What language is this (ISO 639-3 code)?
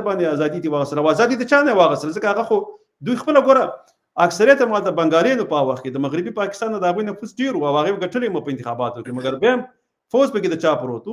pus